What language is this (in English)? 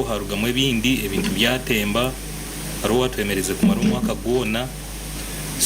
Nyankole